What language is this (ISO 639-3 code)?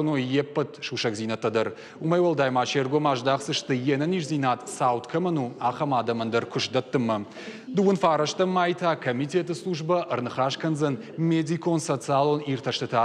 oss